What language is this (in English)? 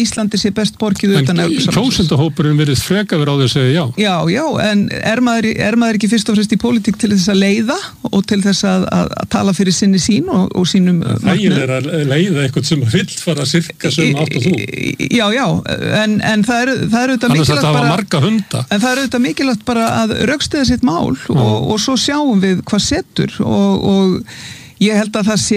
Icelandic